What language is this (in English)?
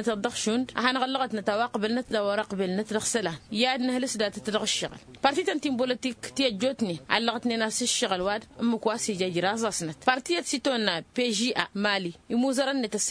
Tamasheq